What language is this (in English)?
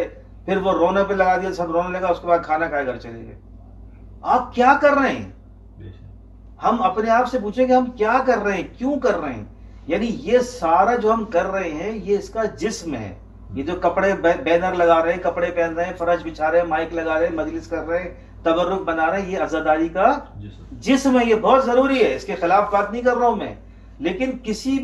Urdu